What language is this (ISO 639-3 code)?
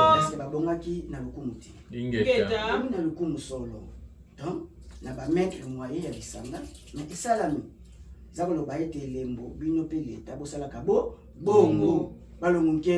lin